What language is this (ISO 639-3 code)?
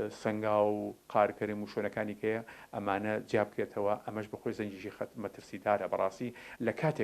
ckb